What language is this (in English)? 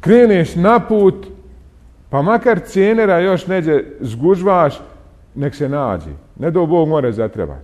Bosnian